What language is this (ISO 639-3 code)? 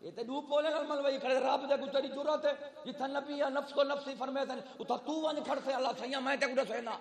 skr